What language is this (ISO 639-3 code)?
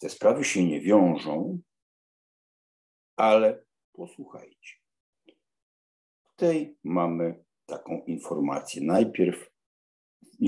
pol